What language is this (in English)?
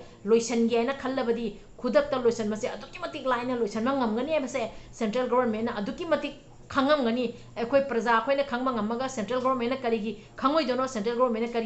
Manipuri